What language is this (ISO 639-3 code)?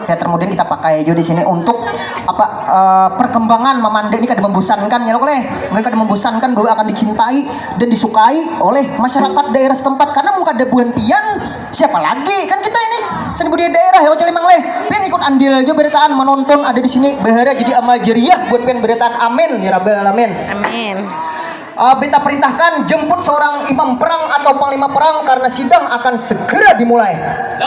bjn